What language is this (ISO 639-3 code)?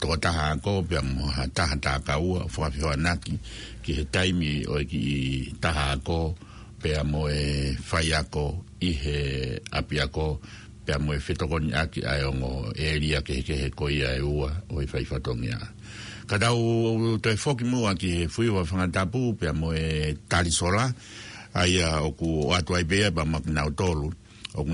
ton